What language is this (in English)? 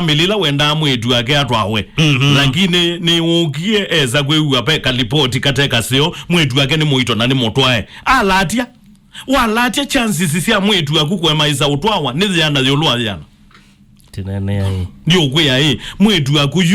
Kamba